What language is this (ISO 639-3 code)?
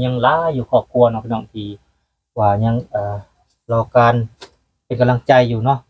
lao